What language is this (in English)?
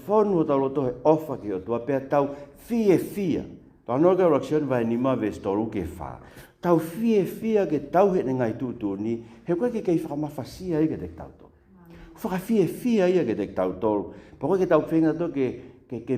Tongan